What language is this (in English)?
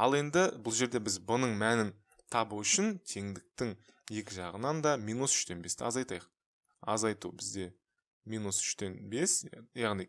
Kazakh